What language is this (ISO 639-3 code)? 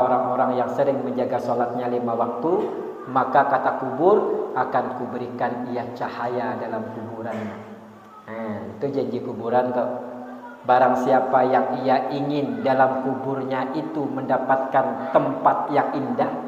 bjn